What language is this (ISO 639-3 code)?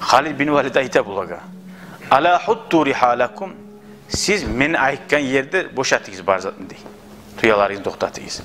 kum